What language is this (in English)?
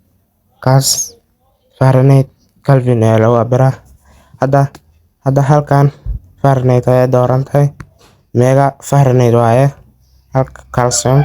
Somali